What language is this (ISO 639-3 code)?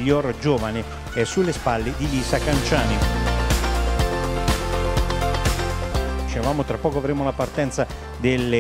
ita